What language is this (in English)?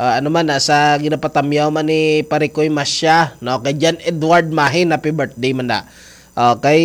Hiligaynon